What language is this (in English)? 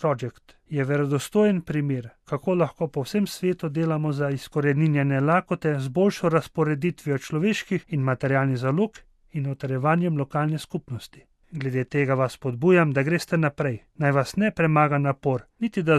Slovenian